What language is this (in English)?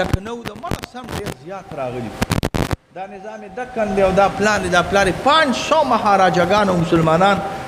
Pashto